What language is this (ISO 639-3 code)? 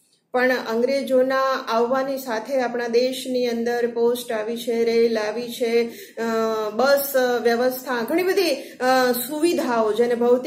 guj